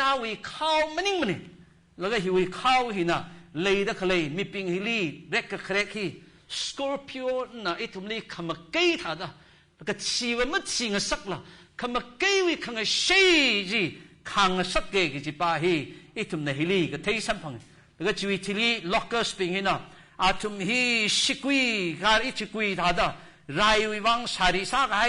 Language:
Tangkhul Naga (India)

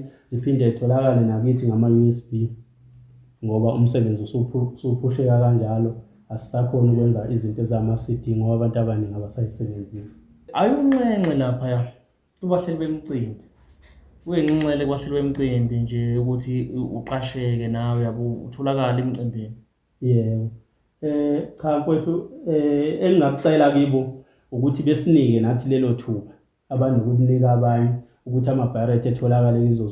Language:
Zulu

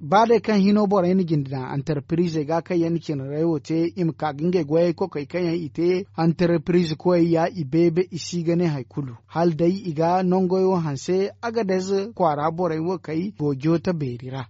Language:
Zarma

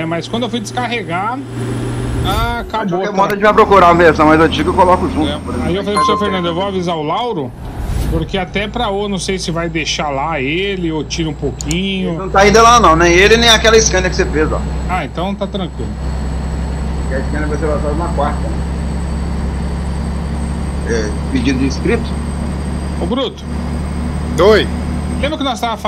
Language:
Portuguese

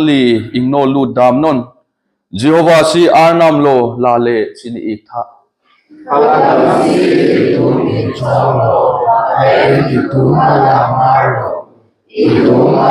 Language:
Karbi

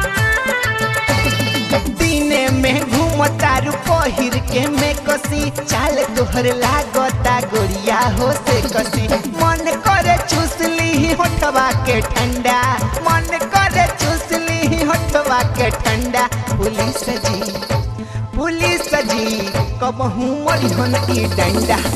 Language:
Bhojpuri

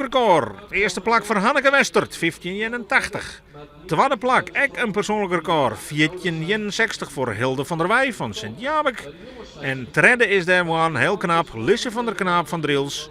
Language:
Western Frisian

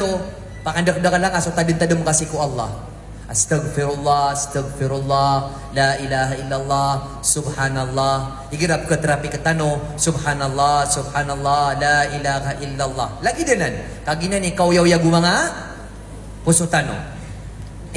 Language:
Maranao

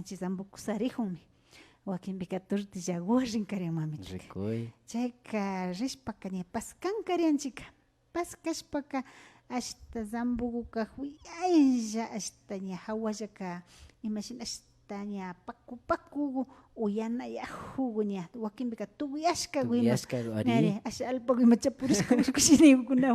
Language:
Imbabura Highland Quichua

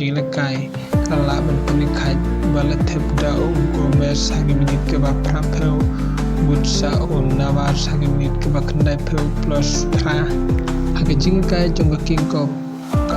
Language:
Khasi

